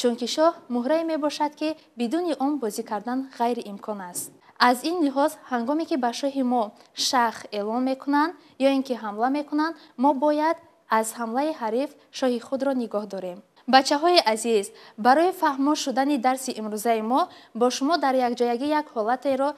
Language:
Tajik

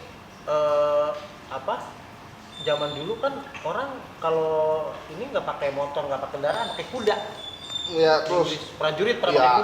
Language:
Betawi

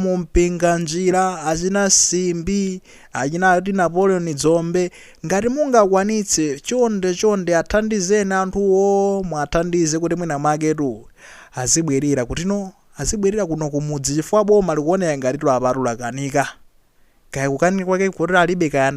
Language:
Nyanja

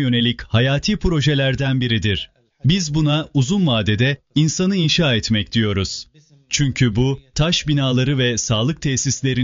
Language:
Turkish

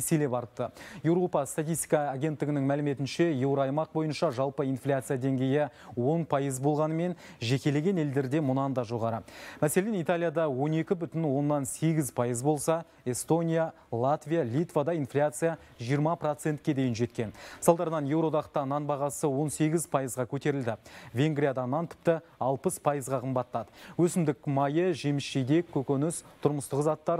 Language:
Kazakh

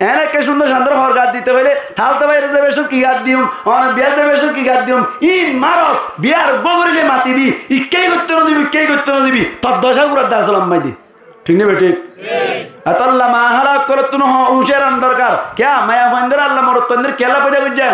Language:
Rohingya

